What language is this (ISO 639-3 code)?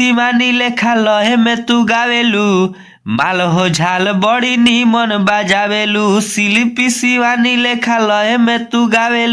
bho